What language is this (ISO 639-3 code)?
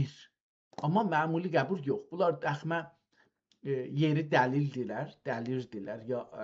azb